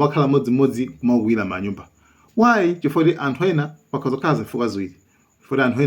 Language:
Nyanja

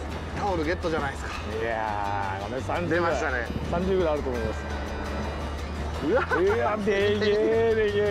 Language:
Japanese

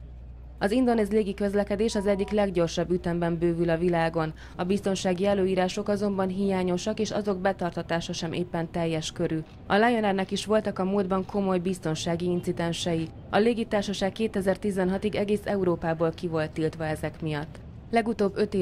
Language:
Hungarian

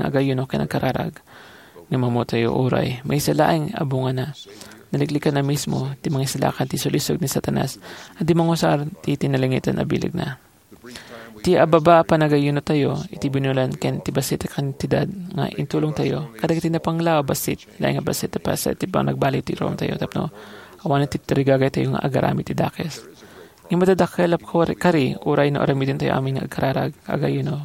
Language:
Iloko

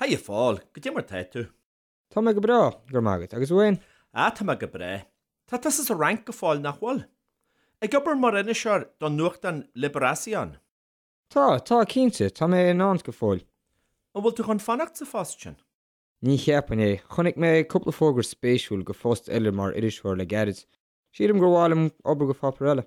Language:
Irish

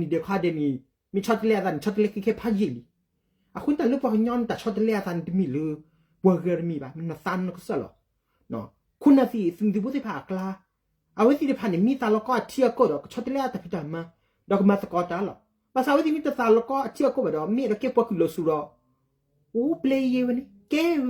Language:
S'gaw Karen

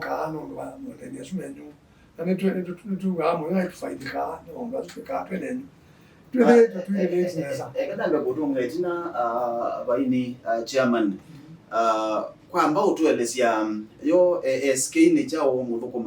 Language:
Kamba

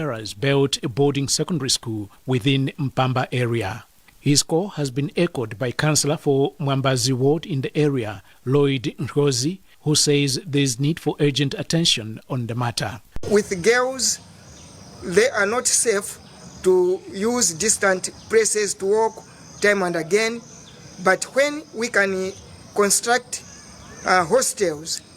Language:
English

